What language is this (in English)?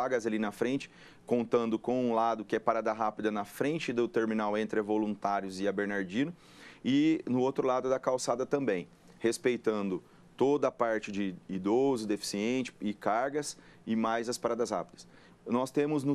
Portuguese